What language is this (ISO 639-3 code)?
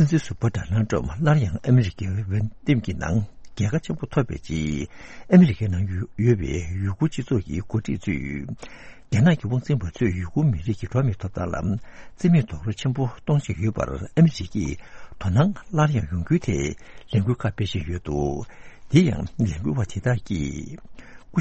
bod